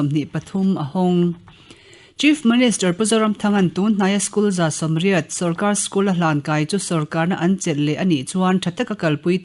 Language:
Mizo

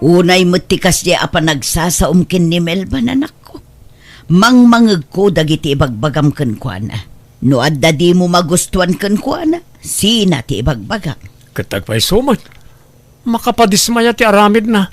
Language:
Iloko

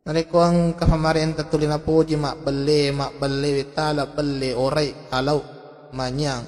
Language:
Buginese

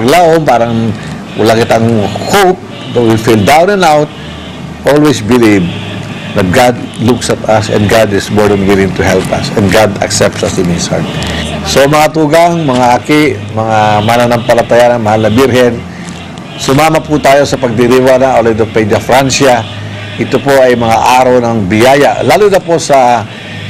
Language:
Bikol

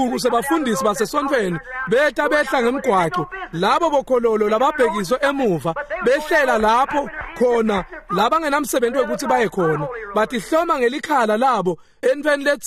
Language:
Swati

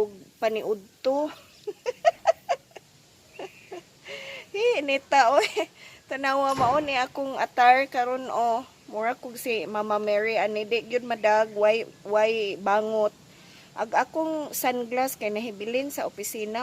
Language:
Cebuano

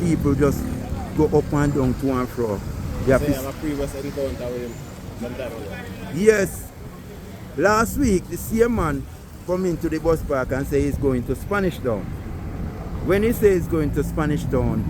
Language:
Jamaican Creole English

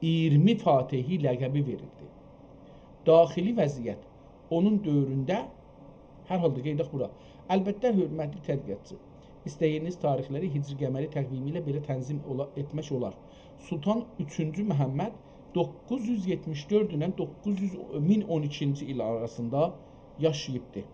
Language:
South Azerbaijani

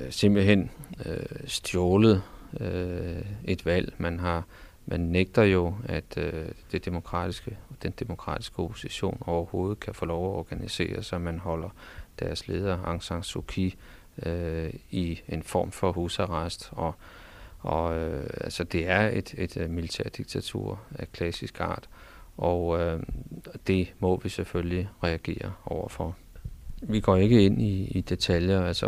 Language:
Danish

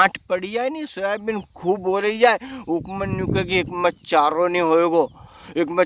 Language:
Rajasthani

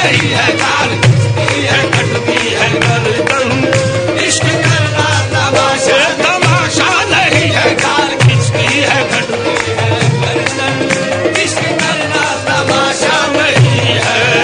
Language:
Urdu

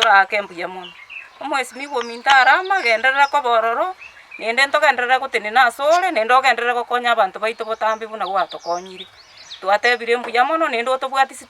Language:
Gusii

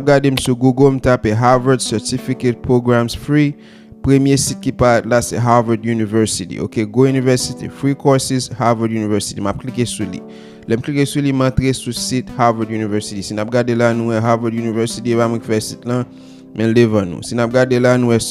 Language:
Haitian Creole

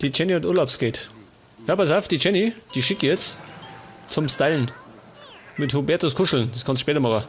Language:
Bavarian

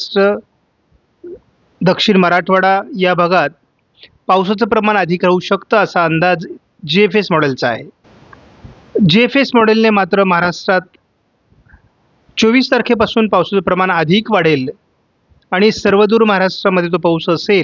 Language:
Marathi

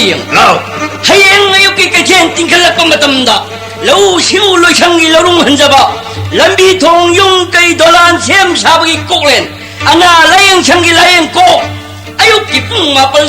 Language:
Manipuri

